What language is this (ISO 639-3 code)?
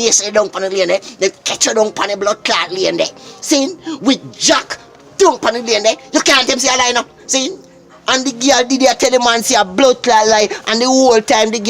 jam